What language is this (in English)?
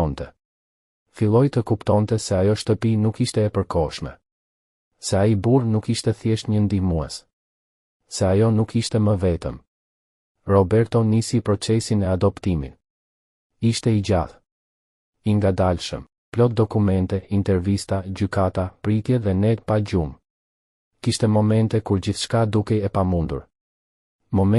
Albanian